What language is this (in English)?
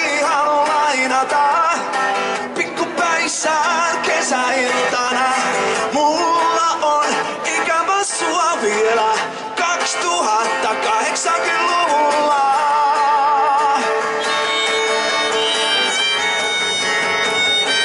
Finnish